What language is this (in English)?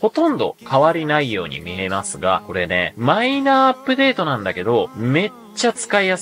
Japanese